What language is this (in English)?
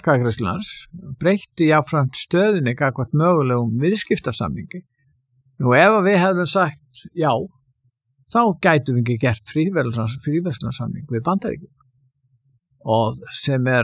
Icelandic